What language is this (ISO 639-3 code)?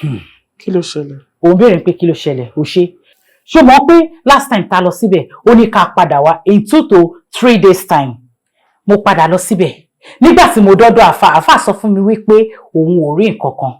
yor